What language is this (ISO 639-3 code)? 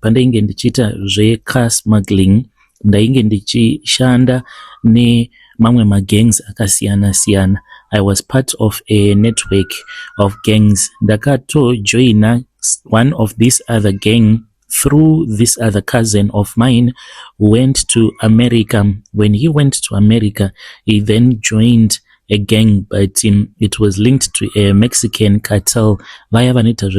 sna